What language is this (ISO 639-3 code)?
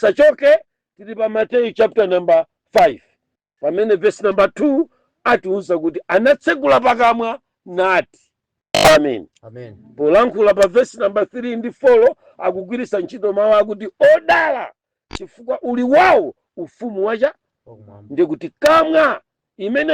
nya